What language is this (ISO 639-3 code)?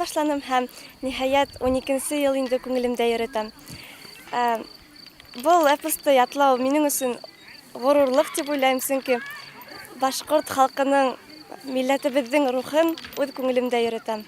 bak